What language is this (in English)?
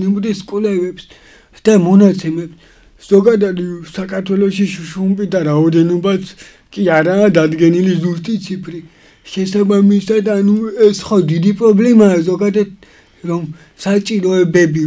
Georgian